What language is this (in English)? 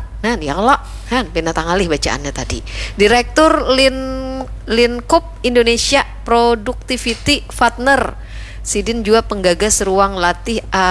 Banjar